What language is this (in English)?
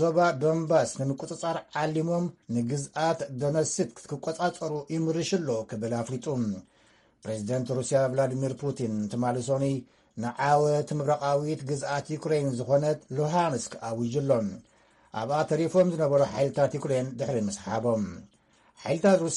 Tigrinya